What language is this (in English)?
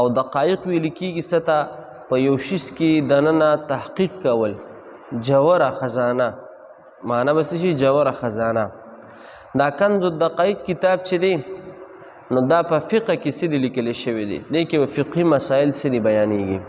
Pashto